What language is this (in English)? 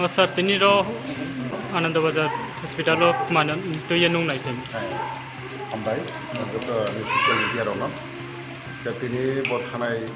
Riang (India)